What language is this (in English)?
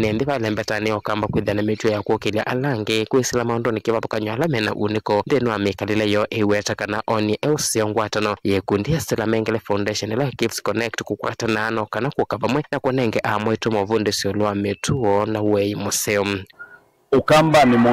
Kamba